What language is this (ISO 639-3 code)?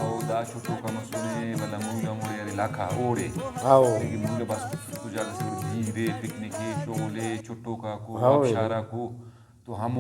brh